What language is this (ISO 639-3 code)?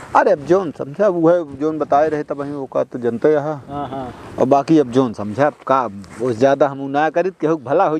awa